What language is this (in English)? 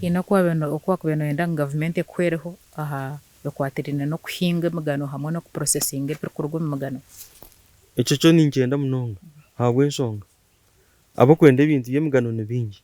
Nyankole